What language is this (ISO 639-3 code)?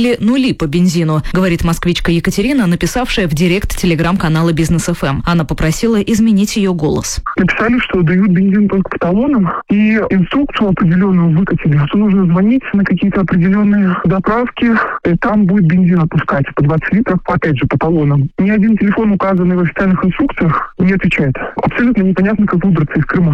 rus